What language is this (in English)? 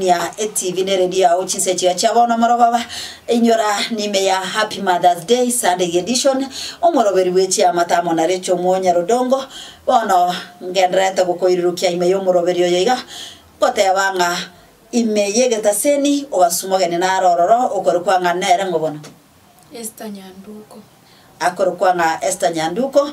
Gusii